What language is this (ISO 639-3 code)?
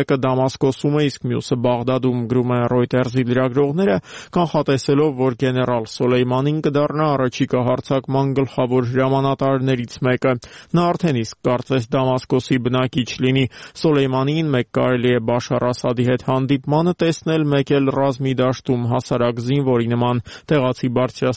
hye